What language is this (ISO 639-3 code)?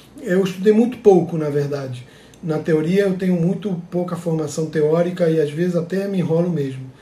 por